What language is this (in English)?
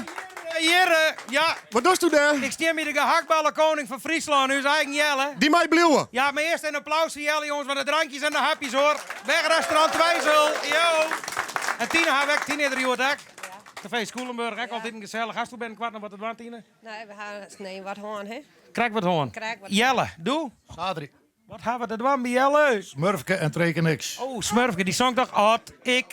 Western Frisian